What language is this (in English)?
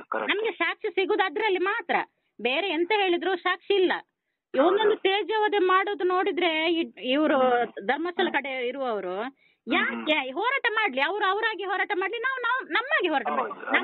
Kannada